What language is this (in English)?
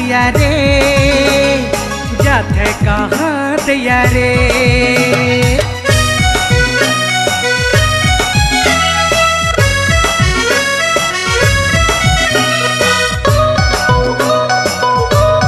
Sadri